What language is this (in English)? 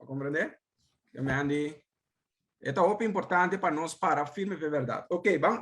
Papiamento